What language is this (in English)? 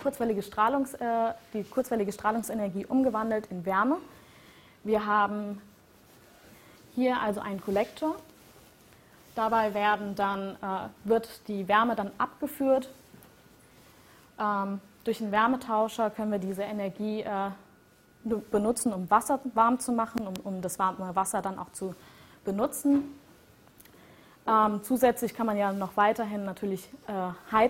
German